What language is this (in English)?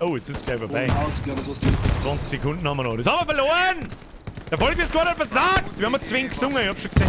Bavarian